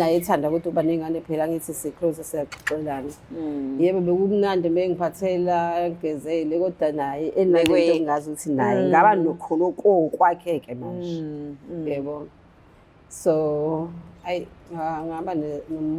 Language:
Zulu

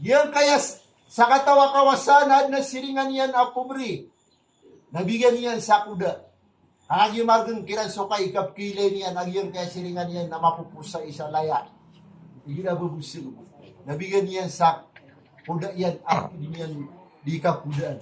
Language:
Maranao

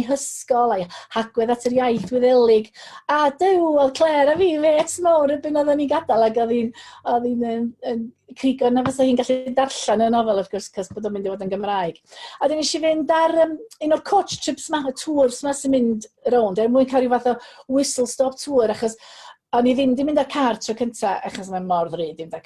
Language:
Welsh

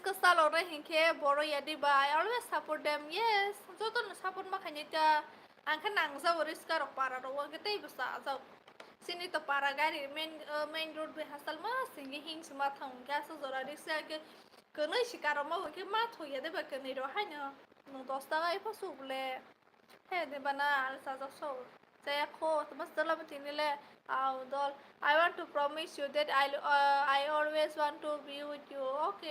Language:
Kok Borok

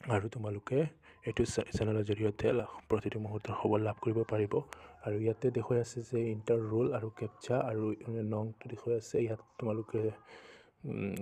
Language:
Assamese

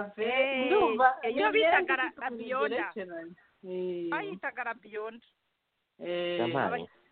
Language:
Kinyarwanda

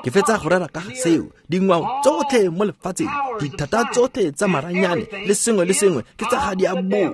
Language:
Tswana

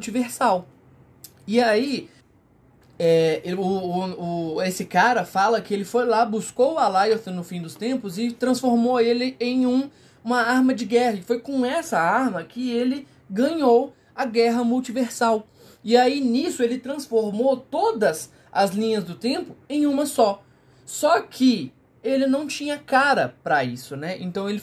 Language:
Portuguese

